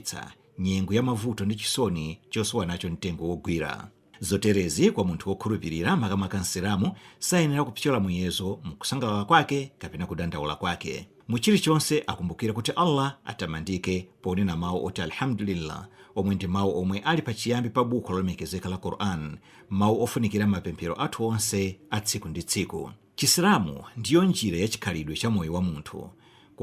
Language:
Nyanja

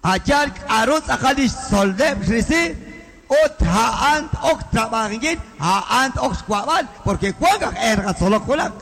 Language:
Kekchí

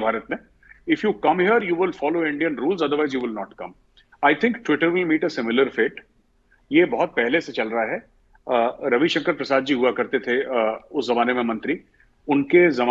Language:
Hindi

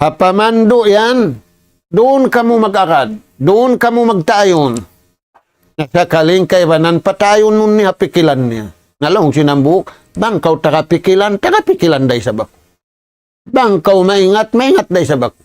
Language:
Tausug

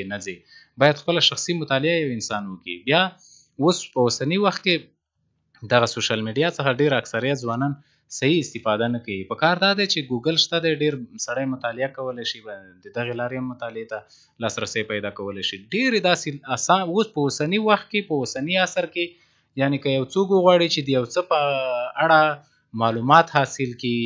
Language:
Pashto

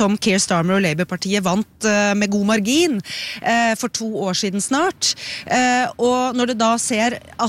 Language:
Norwegian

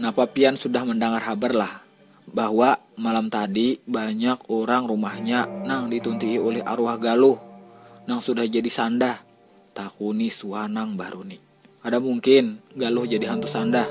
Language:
Banjar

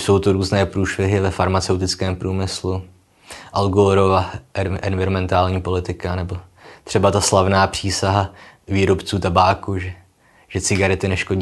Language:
Czech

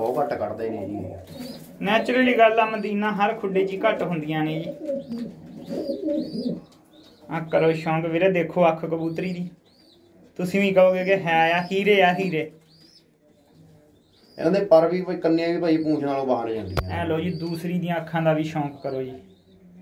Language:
Punjabi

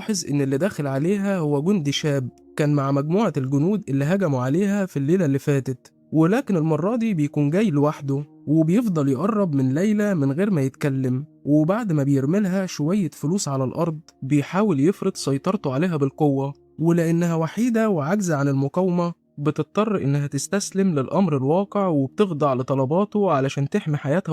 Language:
Egyptian Arabic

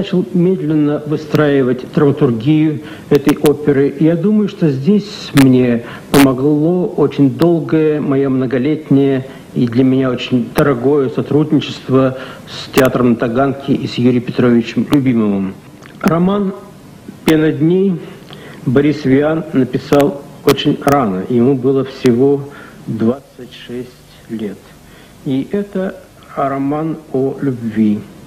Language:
Russian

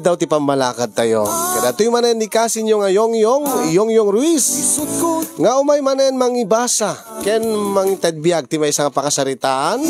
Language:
Iloko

